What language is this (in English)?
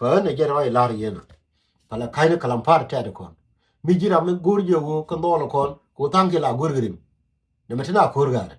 Nuer